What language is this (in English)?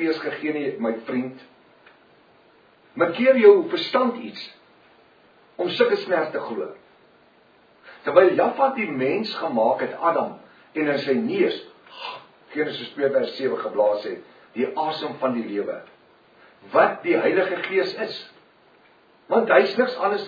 Afrikaans